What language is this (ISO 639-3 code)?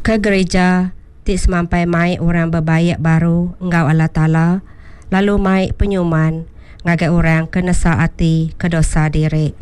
iba